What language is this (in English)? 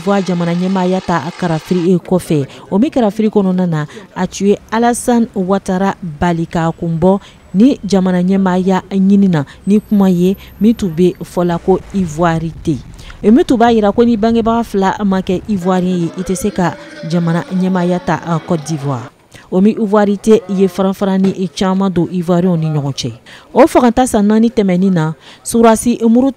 Bambara